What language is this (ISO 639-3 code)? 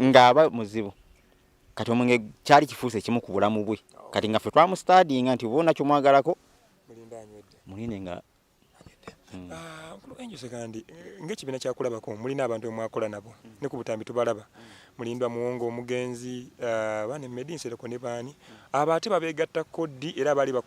lug